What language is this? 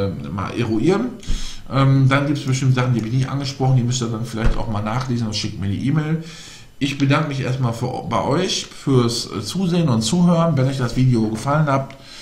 German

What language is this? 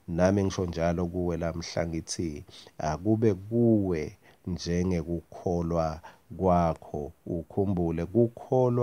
Swati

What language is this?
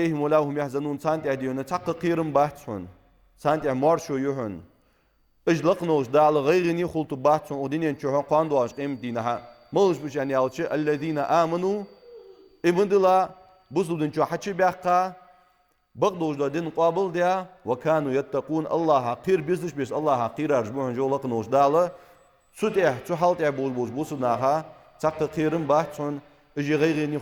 Ingush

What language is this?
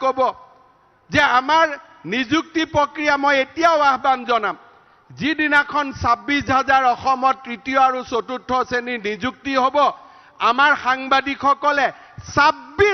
Assamese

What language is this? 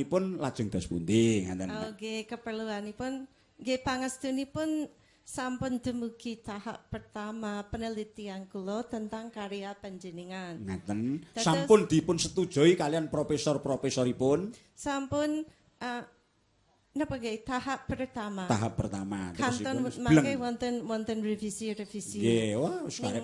Javanese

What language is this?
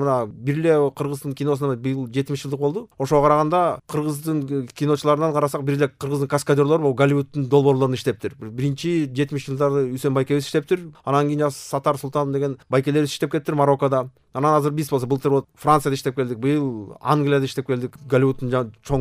Kyrgyz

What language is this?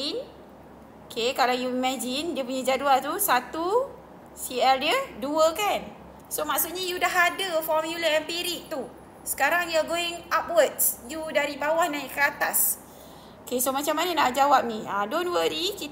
Malay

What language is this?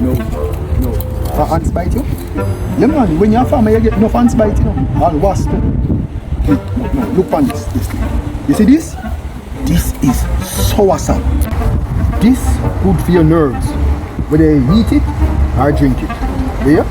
Jamaican Creole English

